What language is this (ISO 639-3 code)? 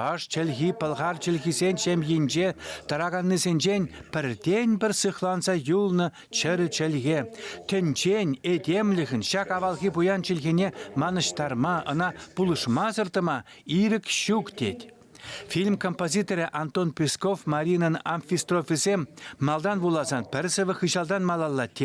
chv